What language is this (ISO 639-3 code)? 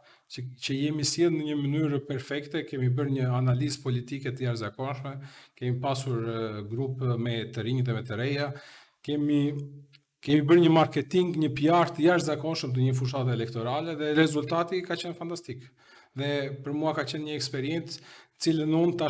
sqi